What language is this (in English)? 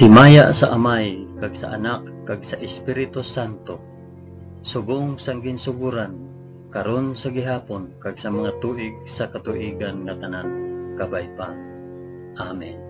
Hiligaynon